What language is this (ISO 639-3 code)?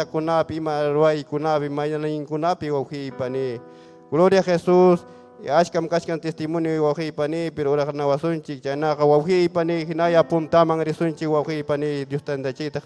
quy